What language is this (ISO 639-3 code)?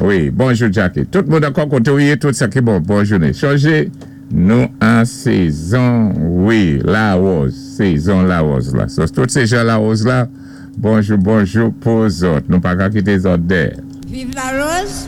acf